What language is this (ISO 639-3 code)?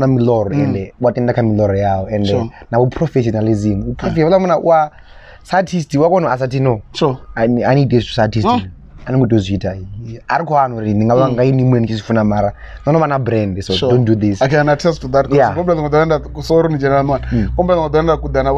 ven